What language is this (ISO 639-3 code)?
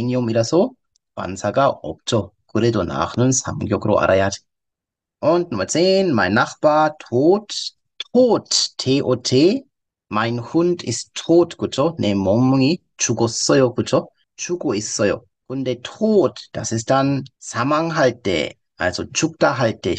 kor